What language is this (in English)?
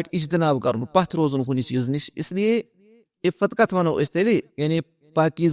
Kashmiri